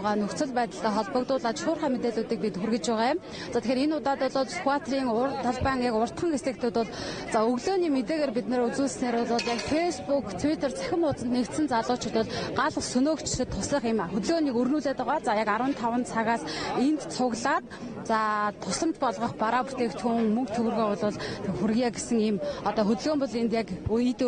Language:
Mongolian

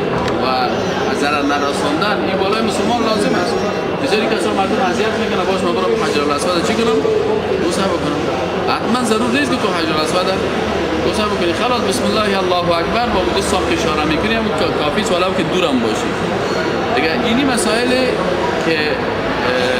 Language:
Persian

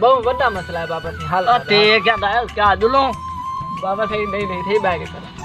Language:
Saraiki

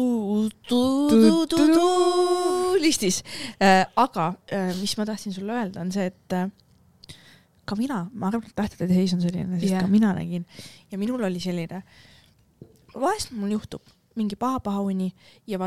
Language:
Estonian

